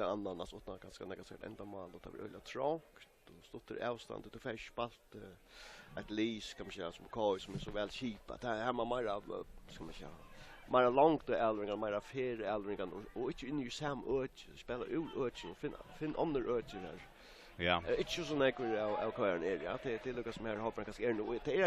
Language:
Faroese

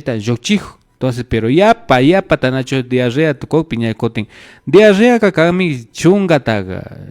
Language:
Imbabura Highland Quichua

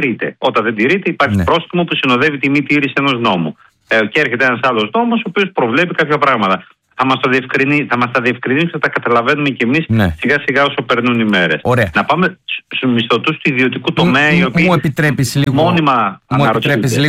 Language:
Greek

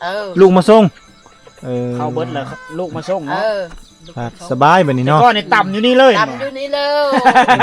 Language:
Lao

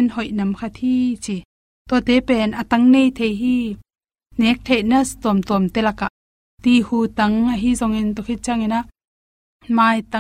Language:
Tedim Chin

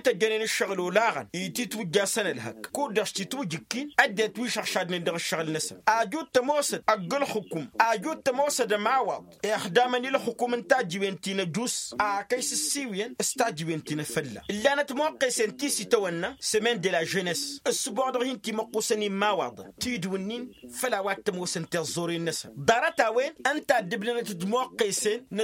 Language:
Tamasheq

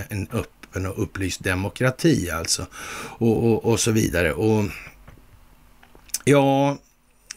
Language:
Swedish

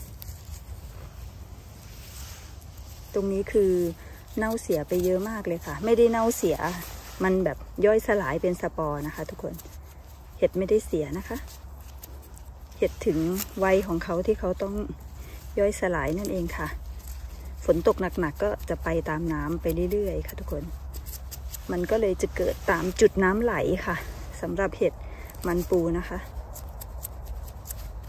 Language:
Thai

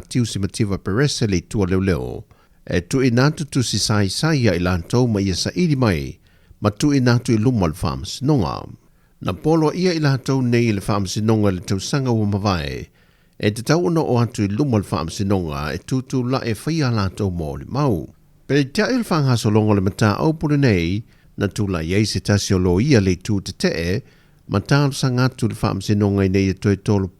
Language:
Samoan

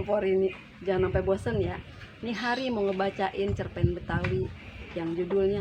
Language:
Betawi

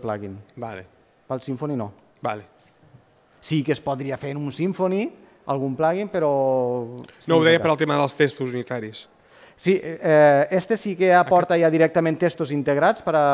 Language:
Catalan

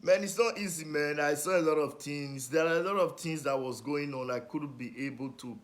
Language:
Nigerian Pidgin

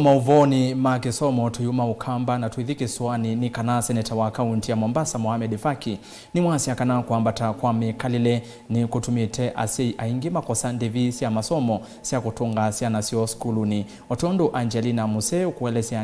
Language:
Kamba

